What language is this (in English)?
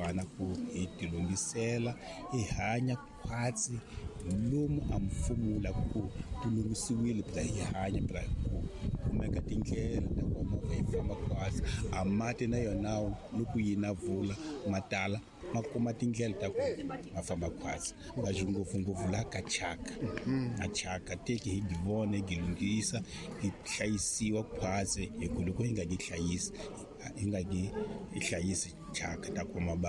Tsonga